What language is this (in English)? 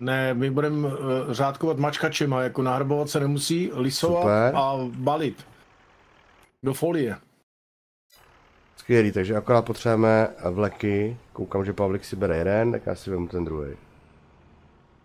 Czech